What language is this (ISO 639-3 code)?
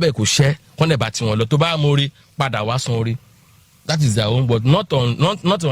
yor